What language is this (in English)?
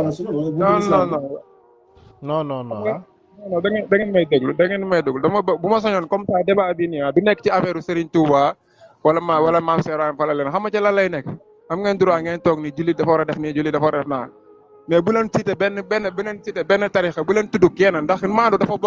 Wolof